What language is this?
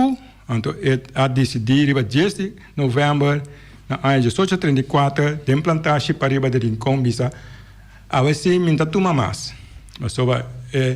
Papiamento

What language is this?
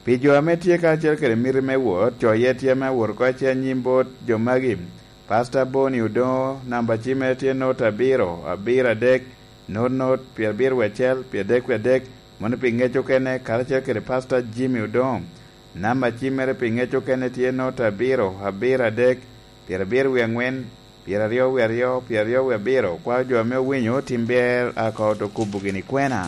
Lango (Uganda)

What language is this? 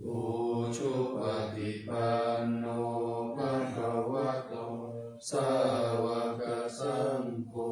Pali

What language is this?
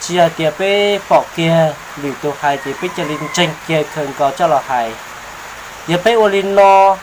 Hmong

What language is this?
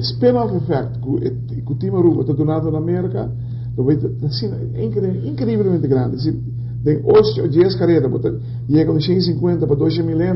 Papiamento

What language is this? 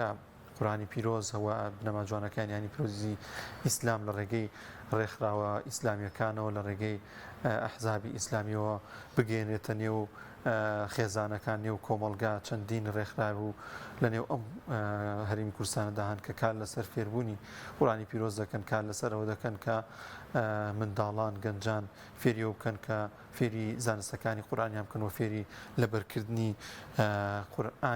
Central Kurdish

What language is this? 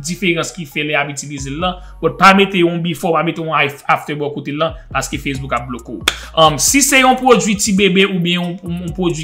Haitian Creole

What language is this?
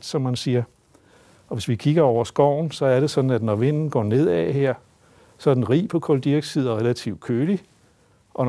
Danish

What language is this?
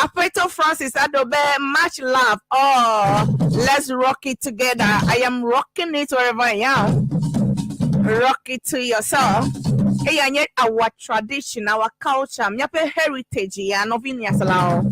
Ewe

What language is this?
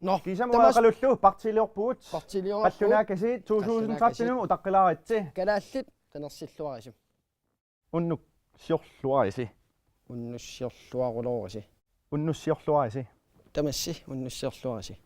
Kalaallisut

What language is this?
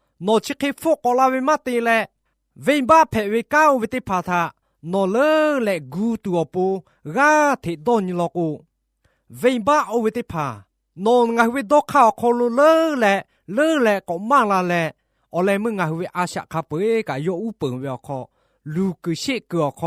Lahu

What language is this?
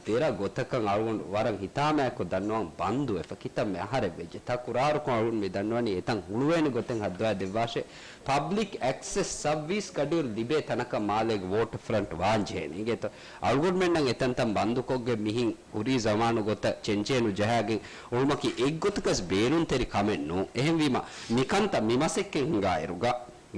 Divehi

